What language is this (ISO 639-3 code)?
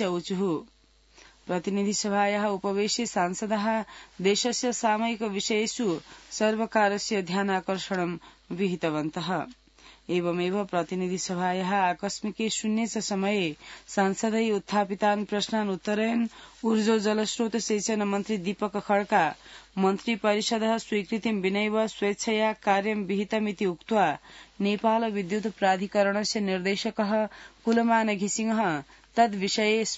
san